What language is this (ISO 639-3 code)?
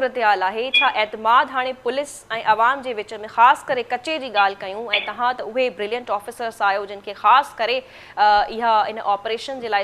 snd